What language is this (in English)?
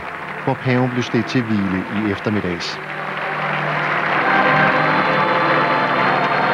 Danish